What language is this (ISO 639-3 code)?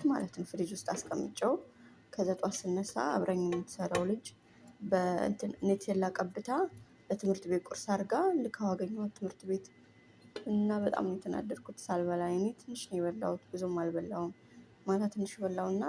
amh